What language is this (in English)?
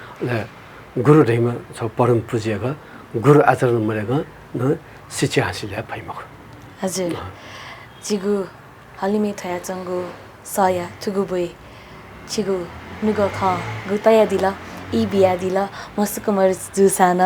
Newari